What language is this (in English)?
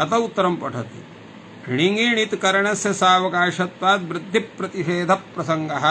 Sanskrit